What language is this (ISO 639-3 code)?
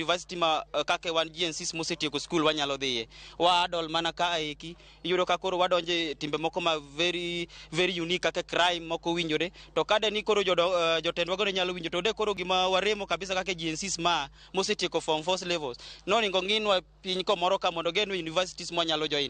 luo